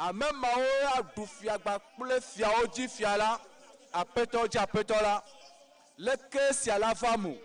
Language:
Ewe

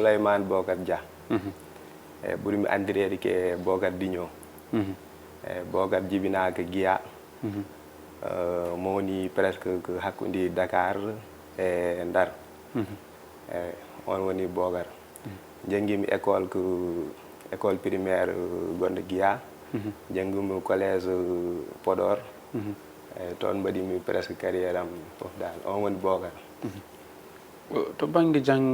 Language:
Fula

